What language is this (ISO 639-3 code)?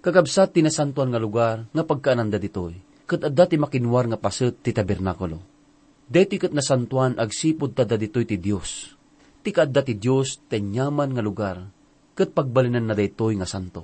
ilo